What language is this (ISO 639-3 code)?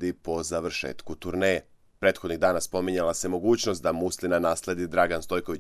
srp